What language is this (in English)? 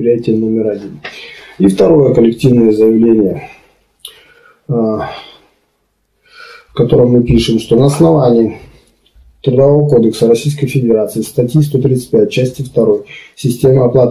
Russian